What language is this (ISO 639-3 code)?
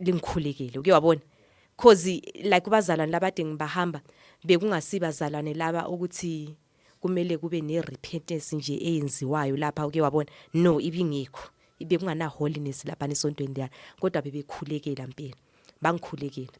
zul